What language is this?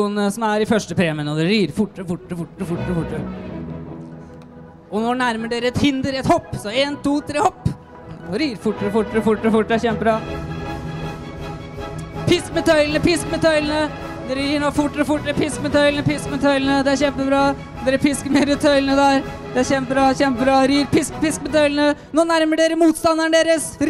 Norwegian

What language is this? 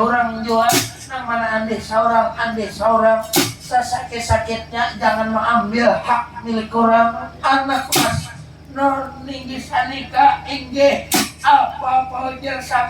Banjar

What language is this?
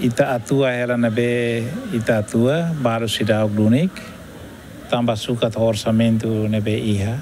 Tetum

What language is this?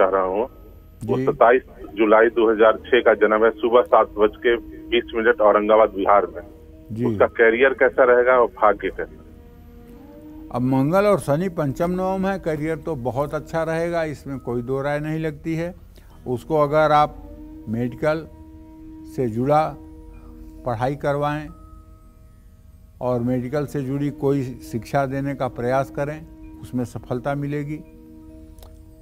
Hindi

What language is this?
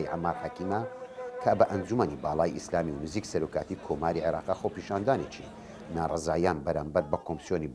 Central Kurdish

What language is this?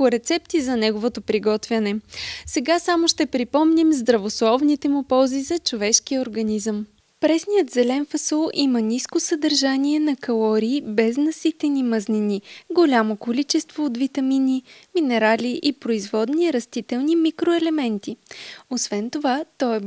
Bulgarian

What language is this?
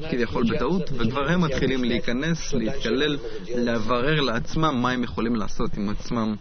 Hebrew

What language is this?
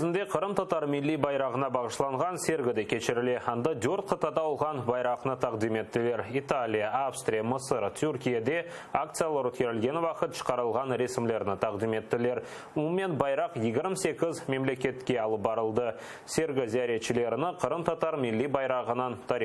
Crimean Tatar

